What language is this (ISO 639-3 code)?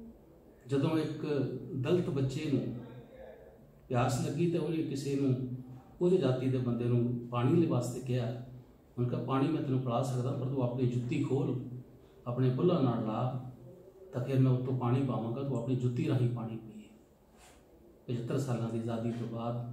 pan